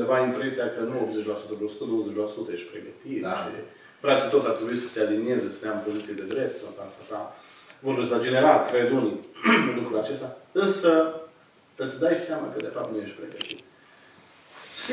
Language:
Romanian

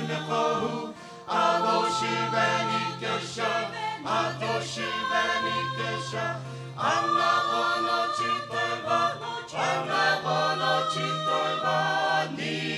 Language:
Sumi Naga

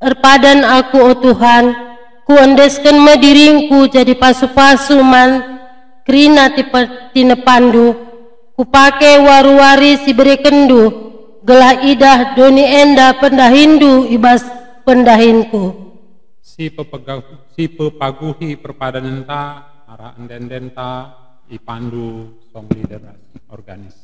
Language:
Batak Karo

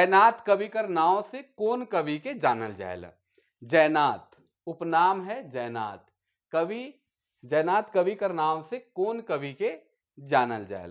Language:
Sadri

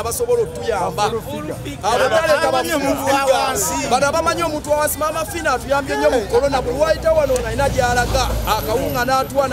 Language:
Ganda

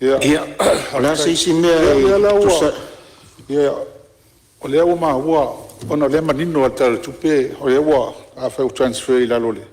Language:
Samoan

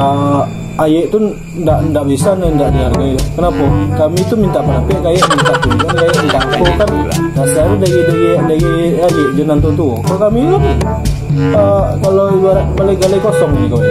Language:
Minangkabau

